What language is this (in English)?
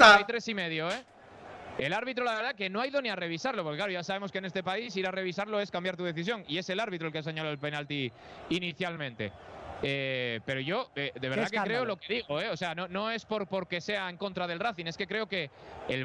Spanish